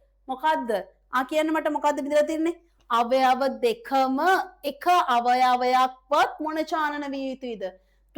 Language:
Sinhala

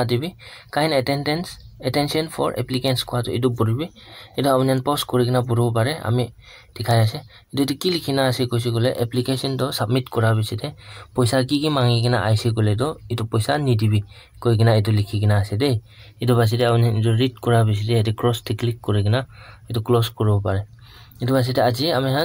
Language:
Naga Pidgin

